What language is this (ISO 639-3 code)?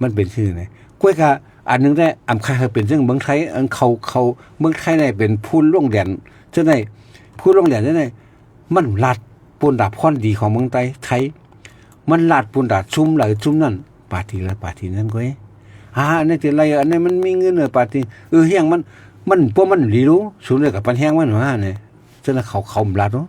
shn